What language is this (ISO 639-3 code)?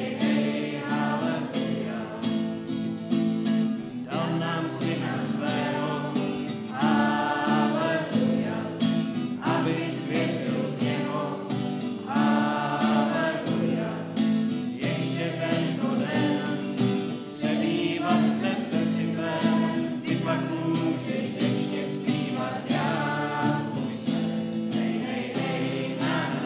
ces